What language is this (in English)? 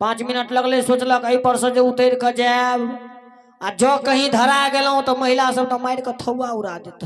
Maithili